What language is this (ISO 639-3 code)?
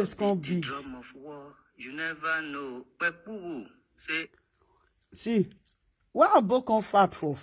pcm